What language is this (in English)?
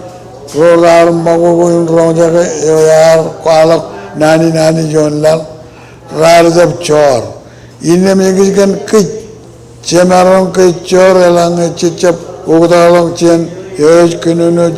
Marshallese